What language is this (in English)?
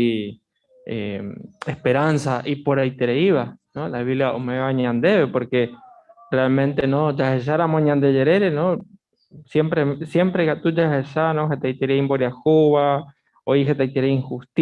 Guarani